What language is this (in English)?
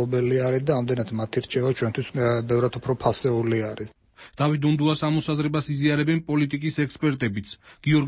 Georgian